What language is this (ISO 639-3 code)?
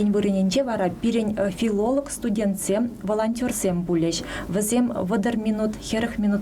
chv